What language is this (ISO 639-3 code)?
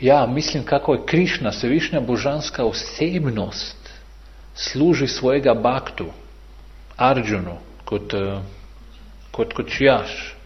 bos